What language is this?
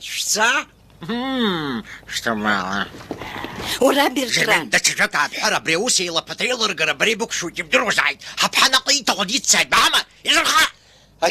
Abkhazian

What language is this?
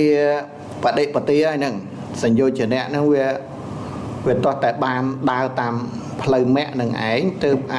Khmer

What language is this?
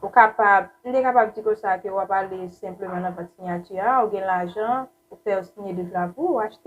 Haitian Creole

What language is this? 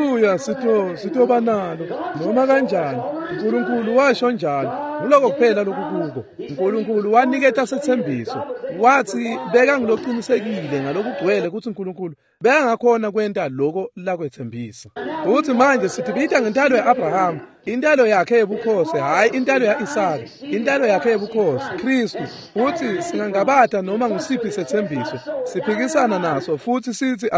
Swati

